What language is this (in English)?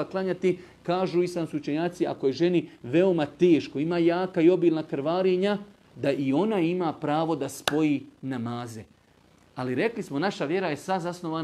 Bosnian